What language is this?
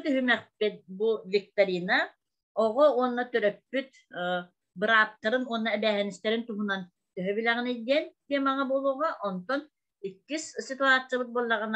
Yakut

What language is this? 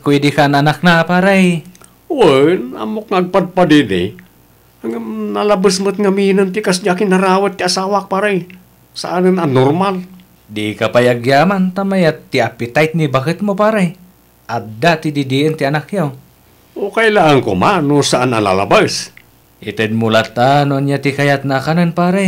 Iloko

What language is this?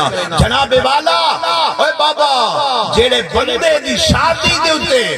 Saraiki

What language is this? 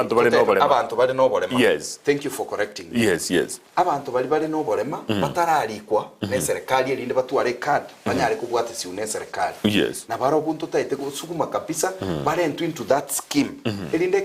Gusii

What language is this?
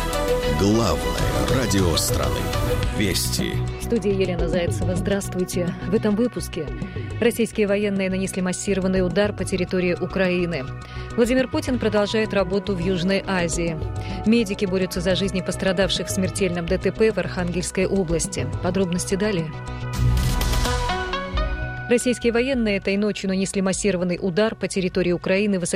Russian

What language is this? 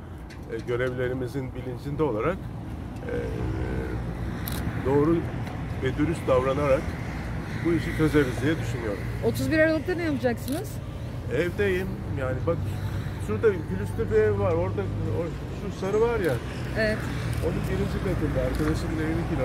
Turkish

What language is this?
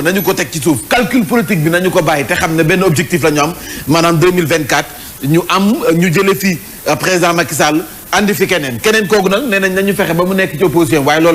Wolof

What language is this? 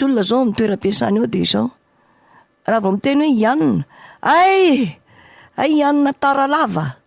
Malagasy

